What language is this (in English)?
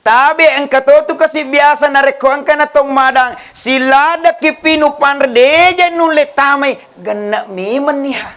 Buginese